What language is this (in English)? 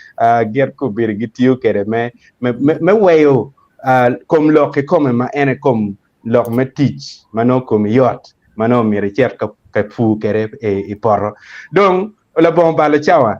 Acoli